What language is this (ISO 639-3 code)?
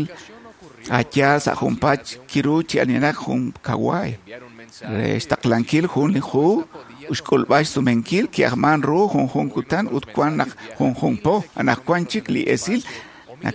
kek